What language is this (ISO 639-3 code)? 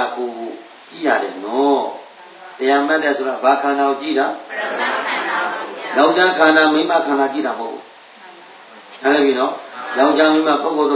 mya